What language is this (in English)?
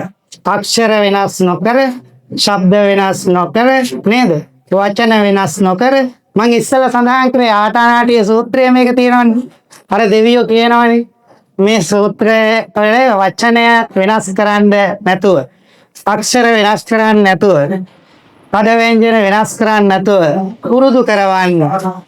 Sinhala